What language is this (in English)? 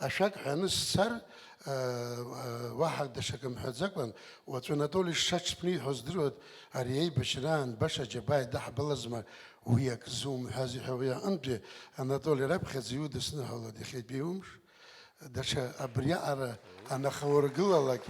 Abkhazian